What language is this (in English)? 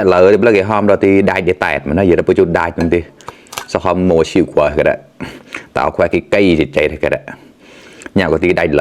Mon